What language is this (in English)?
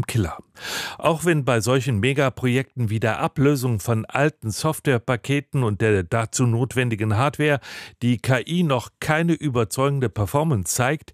German